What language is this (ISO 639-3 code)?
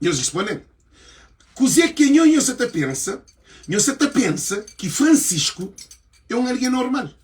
kea